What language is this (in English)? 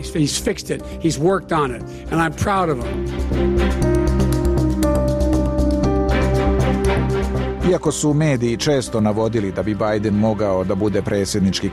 Serbian